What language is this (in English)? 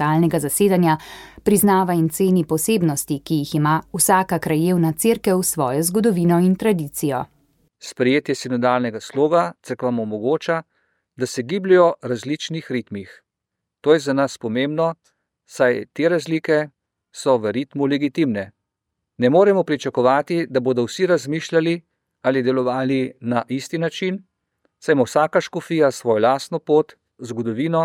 Slovenian